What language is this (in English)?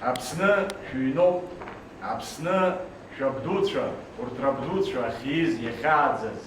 Abkhazian